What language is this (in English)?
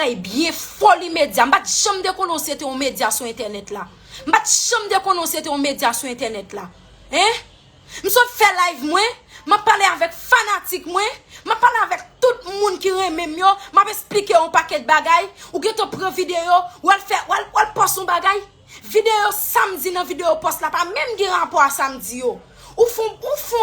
Haitian Creole